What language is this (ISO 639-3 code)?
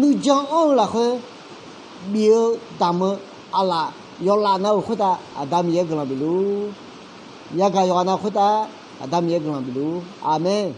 ahk